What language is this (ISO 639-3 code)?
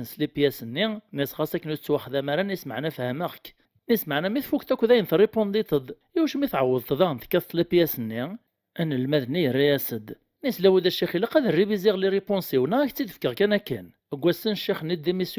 kab